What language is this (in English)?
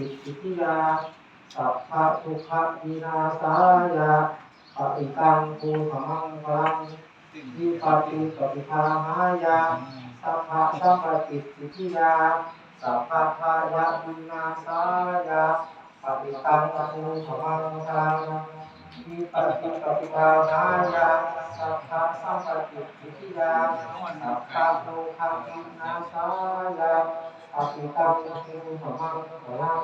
Pali